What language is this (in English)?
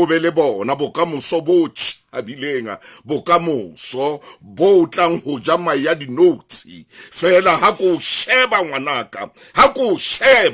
Southern Sotho